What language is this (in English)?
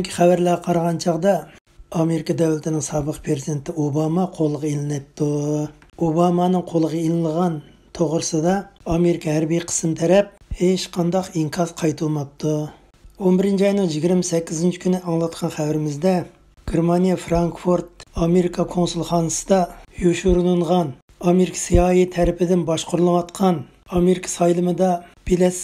Uyghur